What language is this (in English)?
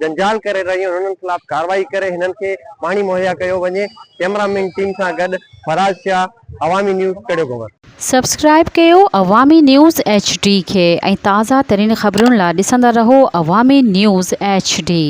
Sindhi